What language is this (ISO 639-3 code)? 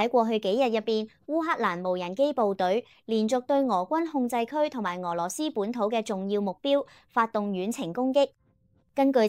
yue